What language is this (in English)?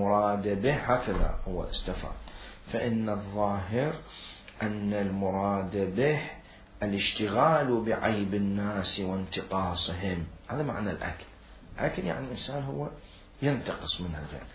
Mesopotamian Arabic